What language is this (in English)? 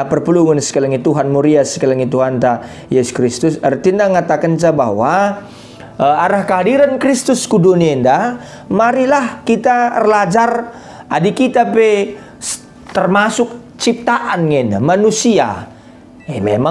Batak Karo